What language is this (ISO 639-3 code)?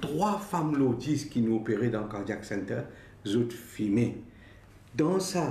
mfe